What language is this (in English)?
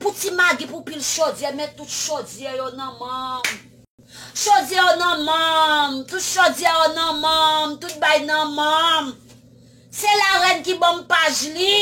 Haitian Creole